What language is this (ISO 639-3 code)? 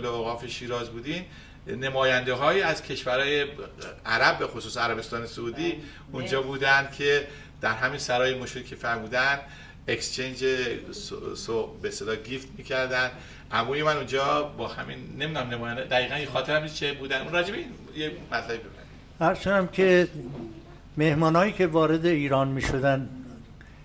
fas